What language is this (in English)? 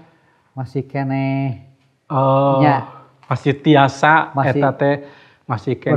Sundanese